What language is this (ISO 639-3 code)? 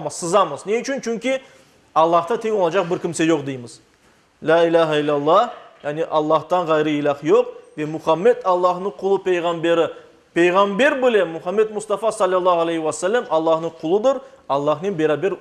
crh